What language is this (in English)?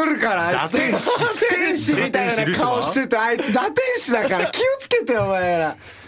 Japanese